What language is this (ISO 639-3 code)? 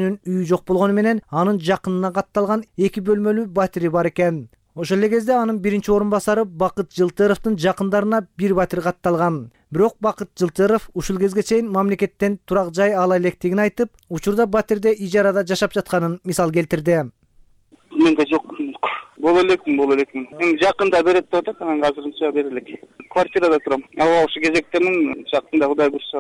kir